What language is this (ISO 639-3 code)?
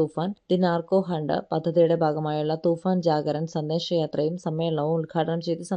mal